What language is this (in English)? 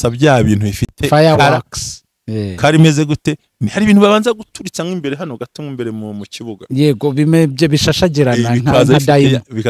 Kinyarwanda